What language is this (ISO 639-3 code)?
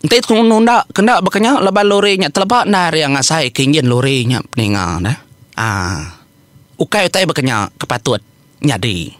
iba